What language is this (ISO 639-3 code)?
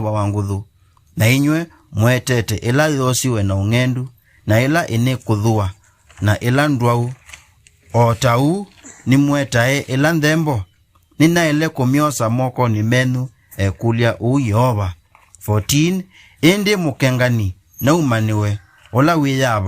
kam